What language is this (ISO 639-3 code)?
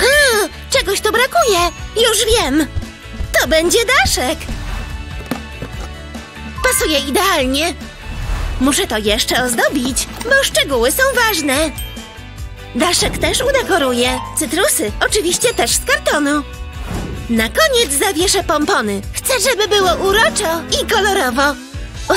pol